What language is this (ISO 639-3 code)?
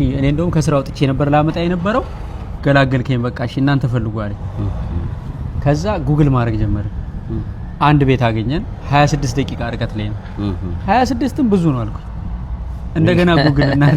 amh